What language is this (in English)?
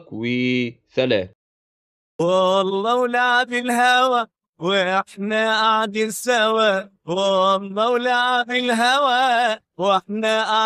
Egyptian Arabic